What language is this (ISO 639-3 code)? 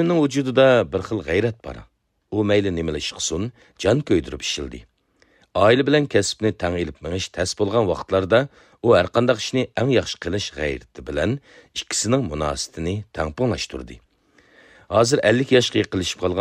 uig